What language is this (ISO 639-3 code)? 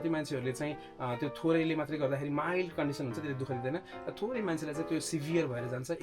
nep